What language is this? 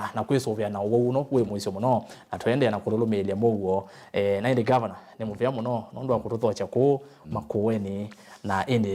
Kamba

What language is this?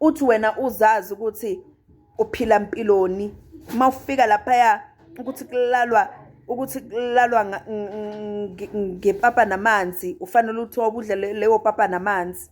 Zulu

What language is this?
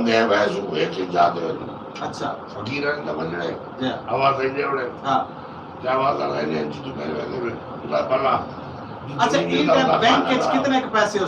Saraiki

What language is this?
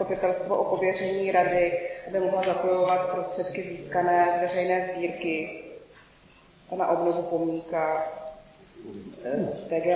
Czech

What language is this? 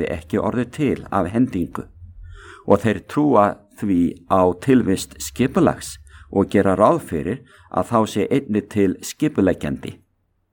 Icelandic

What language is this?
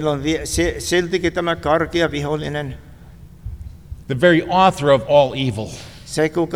Finnish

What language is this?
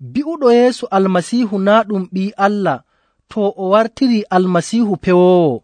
Nigerian Fulfulde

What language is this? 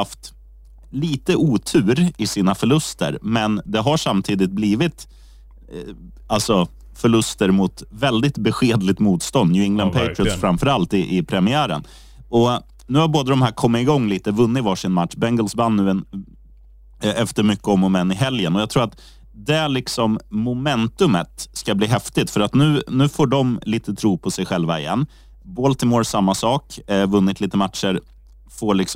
Swedish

